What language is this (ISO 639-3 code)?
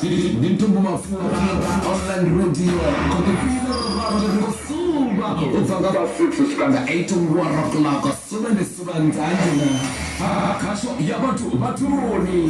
ven